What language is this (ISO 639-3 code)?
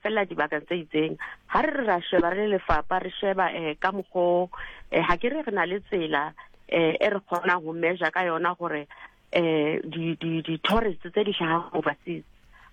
sot